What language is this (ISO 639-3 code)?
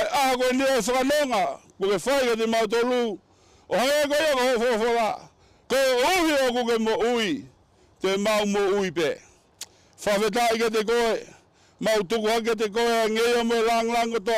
ton